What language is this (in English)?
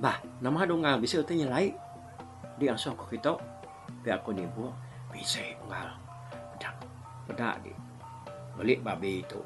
Iban